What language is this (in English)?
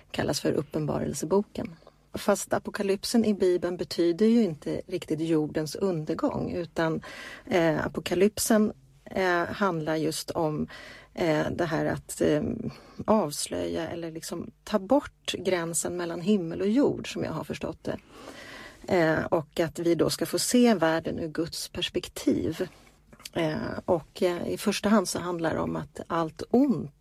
Swedish